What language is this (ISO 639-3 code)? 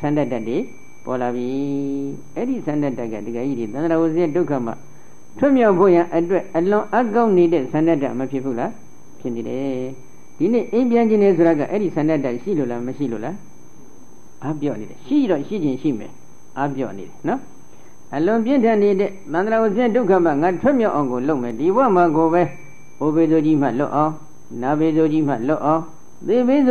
mya